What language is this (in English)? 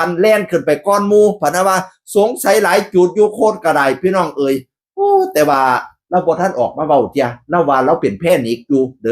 Northeastern Thai